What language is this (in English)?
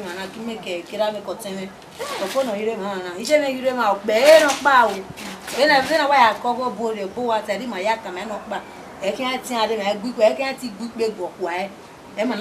Bini